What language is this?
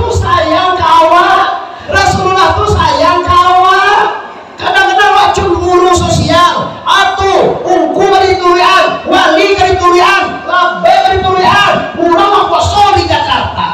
Minangkabau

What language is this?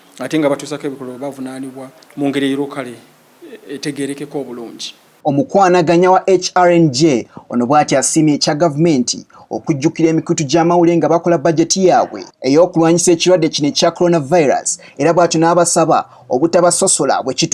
Ganda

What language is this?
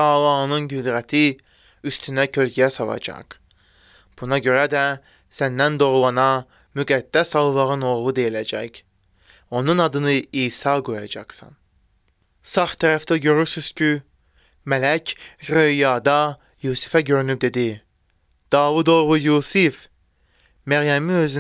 Azerbaijani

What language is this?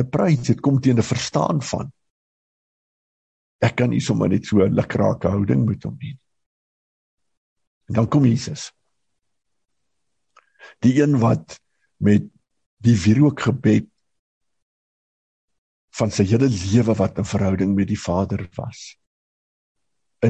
Afrikaans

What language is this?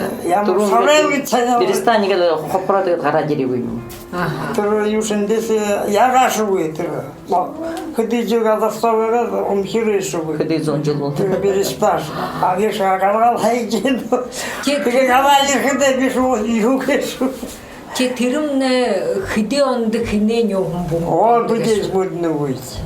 Buriat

